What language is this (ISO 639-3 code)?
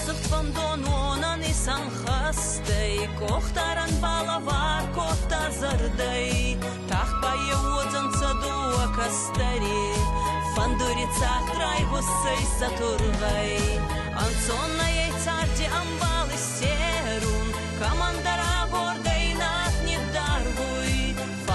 oss